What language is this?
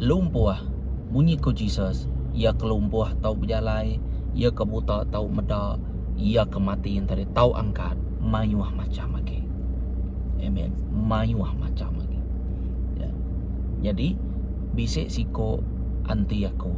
Iban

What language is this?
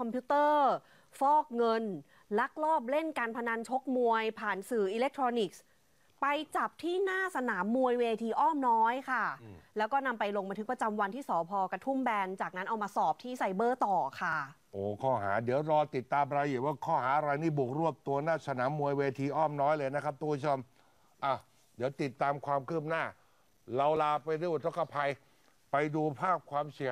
Thai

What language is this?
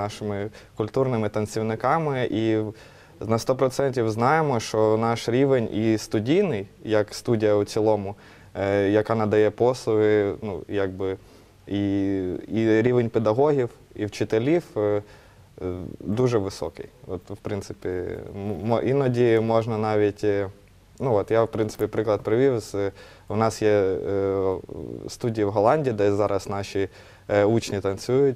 Ukrainian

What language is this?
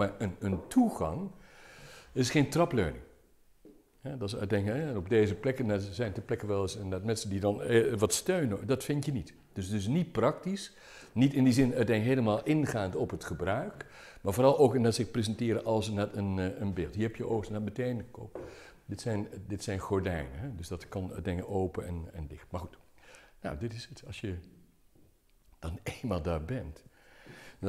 Dutch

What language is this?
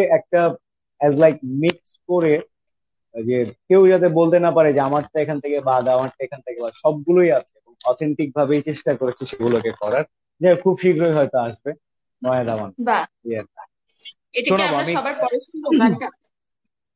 Bangla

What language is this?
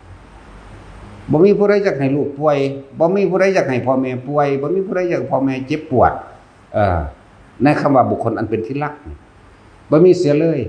Northeastern Thai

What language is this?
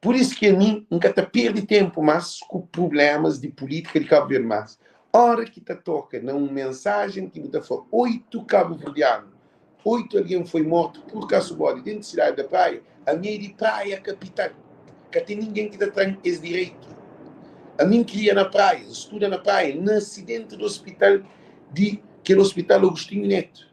Kabuverdianu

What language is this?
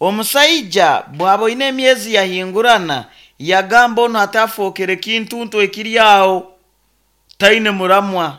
Nyankole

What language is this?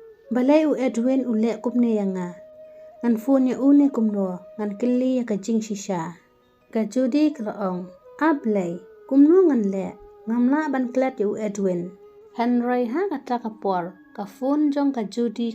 Khasi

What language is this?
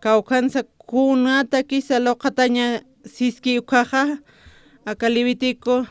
Aymara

